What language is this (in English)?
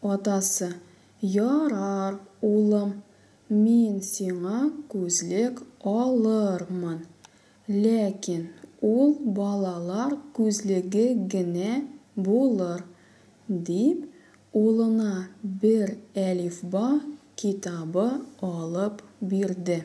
Tatar